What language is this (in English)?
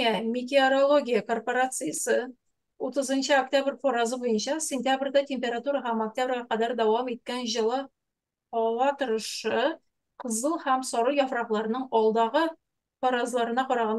Tatar